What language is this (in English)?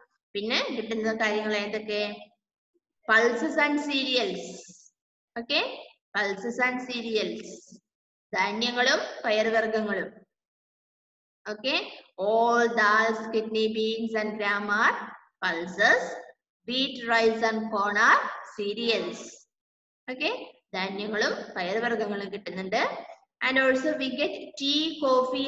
Malayalam